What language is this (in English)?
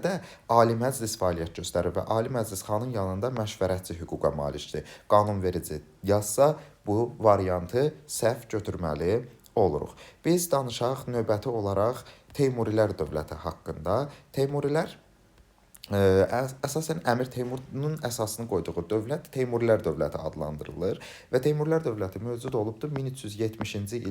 Azerbaijani